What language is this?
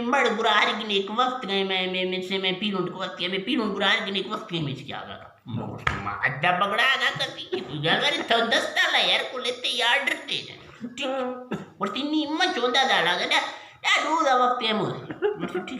Eastern Balochi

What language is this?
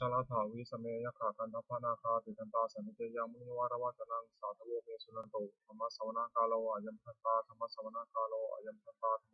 Pali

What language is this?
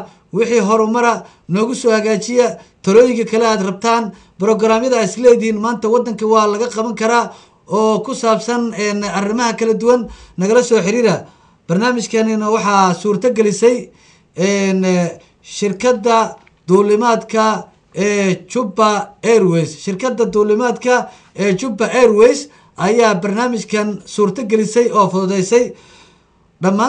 Somali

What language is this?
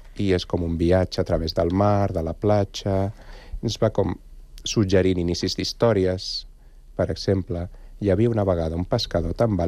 Catalan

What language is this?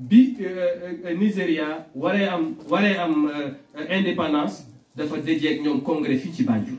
Wolof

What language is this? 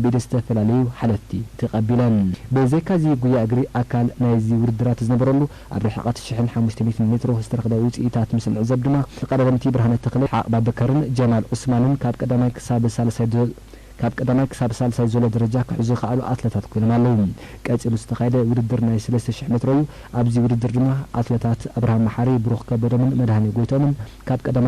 Tigrinya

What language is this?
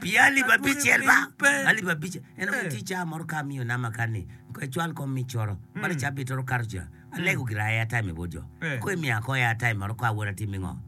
Acoli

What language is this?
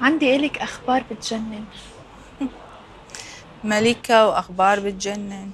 Mesopotamian Arabic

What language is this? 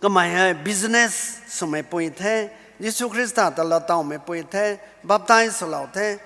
Rongmei Naga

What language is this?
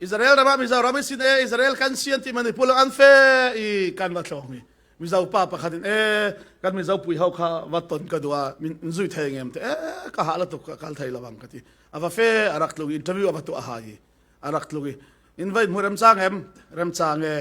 Falam Chin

